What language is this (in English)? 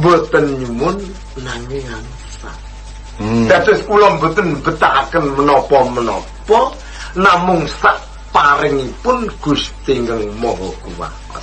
Javanese